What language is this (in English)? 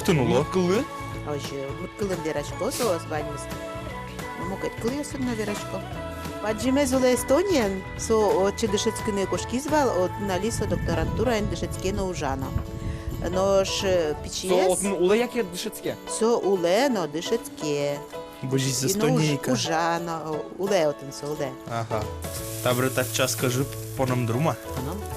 Udmurt